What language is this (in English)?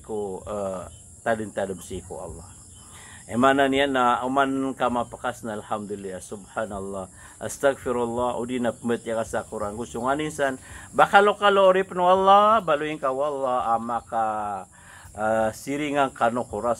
Maranao